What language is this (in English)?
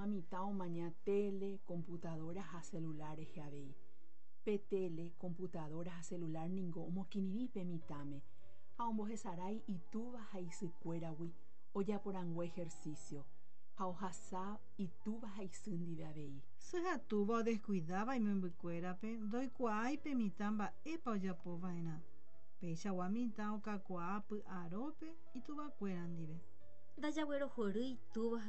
Guarani